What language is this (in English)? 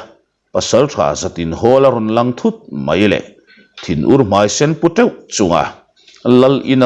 Mizo